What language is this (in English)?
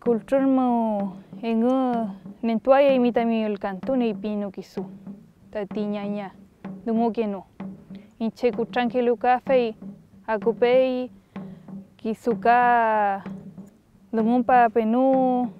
Mapuche